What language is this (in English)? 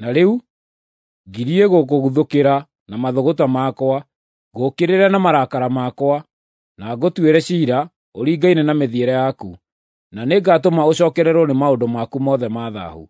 Kikuyu